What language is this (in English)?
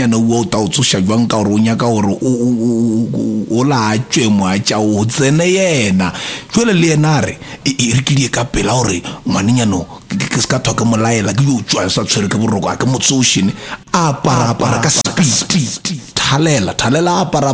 Northern Sotho